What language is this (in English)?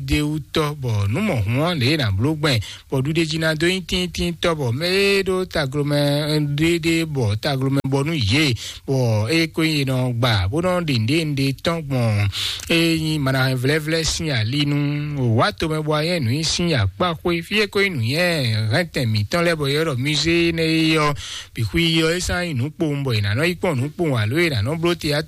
Fon